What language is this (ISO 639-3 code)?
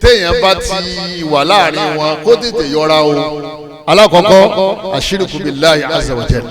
yor